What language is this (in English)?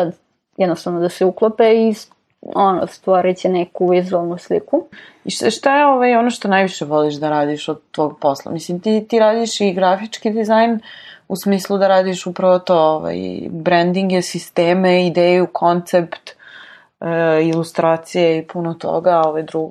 Serbian